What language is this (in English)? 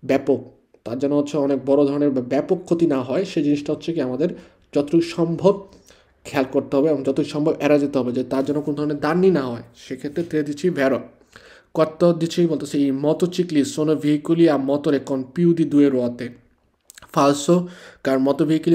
Bangla